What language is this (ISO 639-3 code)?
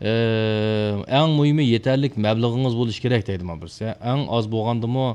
uig